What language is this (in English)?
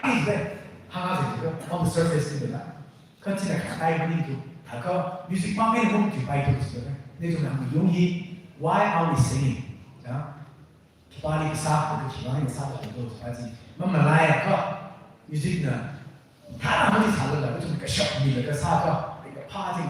Tangkhul Naga (India)